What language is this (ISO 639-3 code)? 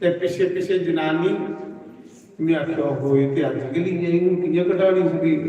doi